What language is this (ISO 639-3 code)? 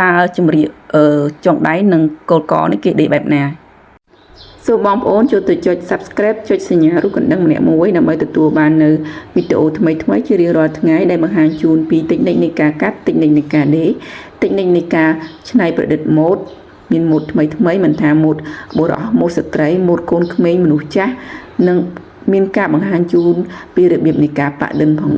khm